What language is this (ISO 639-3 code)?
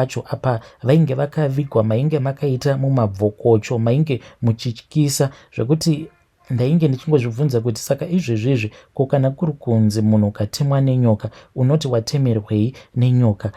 sna